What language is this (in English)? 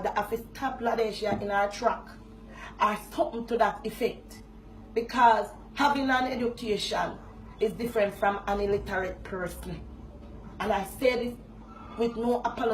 Jamaican Creole English